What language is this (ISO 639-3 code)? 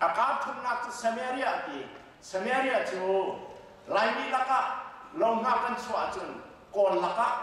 cnh